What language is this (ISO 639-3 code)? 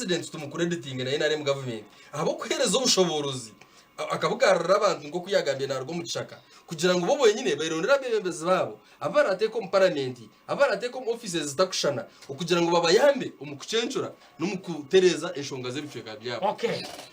nyn